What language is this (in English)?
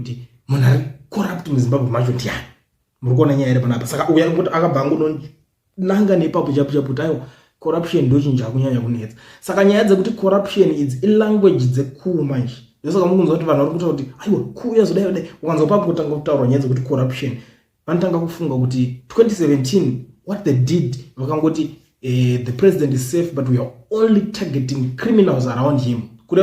Shona